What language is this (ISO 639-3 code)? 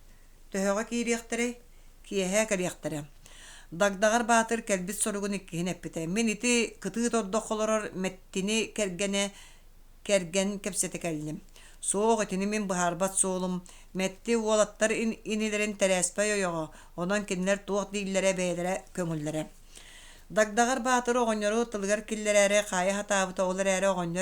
sah